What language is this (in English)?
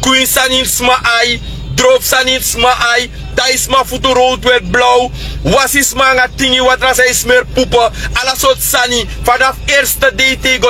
Sranan Tongo